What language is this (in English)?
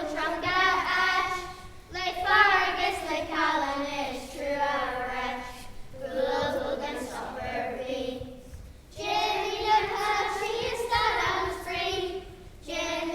Irish